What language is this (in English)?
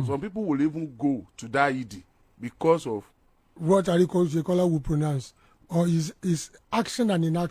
Yoruba